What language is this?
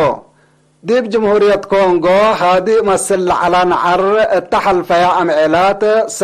Tigre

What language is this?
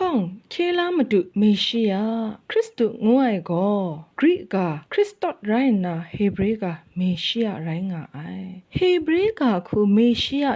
Kachin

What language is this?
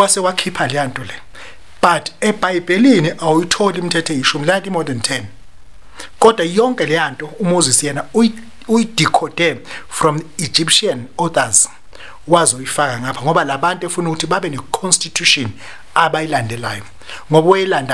Zulu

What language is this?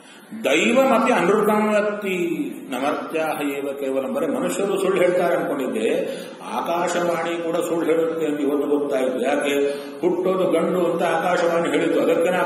Kannada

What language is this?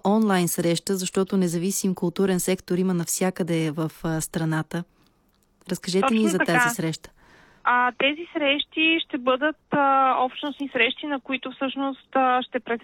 Bulgarian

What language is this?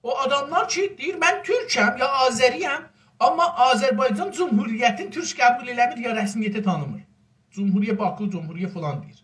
South Azerbaijani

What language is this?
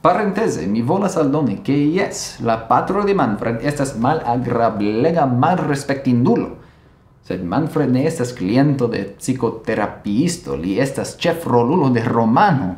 Esperanto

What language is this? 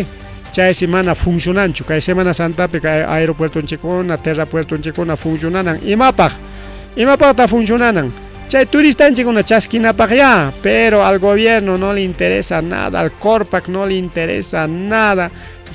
Ayacucho Quechua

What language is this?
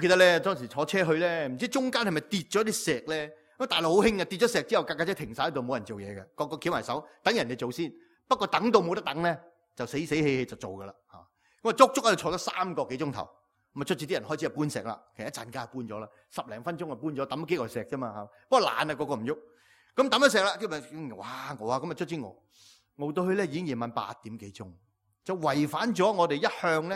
Cantonese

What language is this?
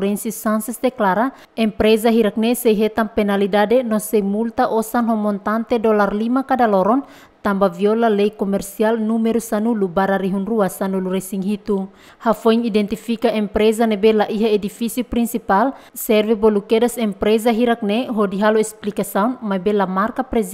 Tetum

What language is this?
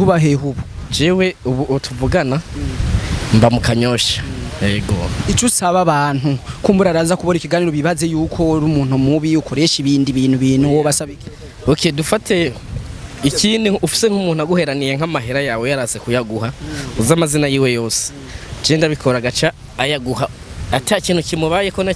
Rundi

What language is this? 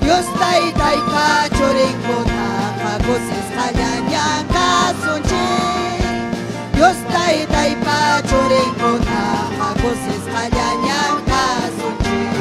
Ayacucho Quechua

